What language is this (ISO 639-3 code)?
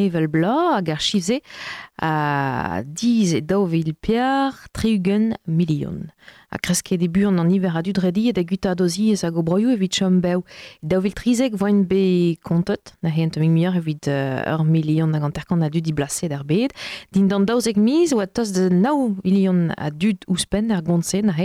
bre